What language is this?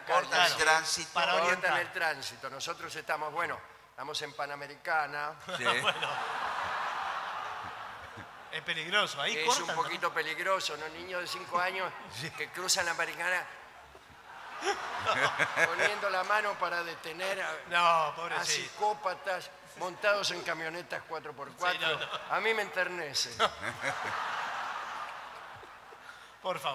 Spanish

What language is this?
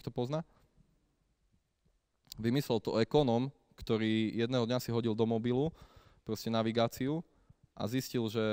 Slovak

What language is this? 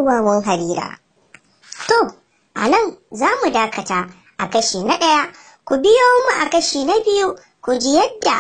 Hausa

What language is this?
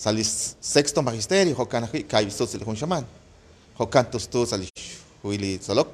Kekchí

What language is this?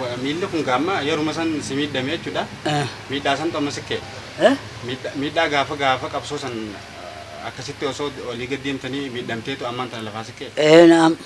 Oromo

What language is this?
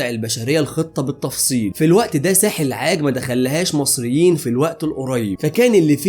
Egyptian Arabic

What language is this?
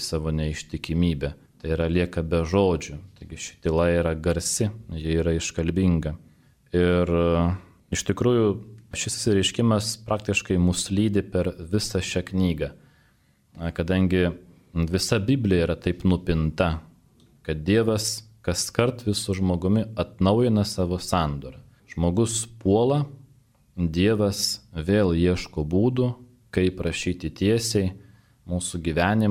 Lithuanian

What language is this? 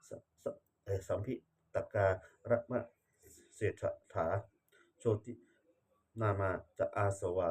Pali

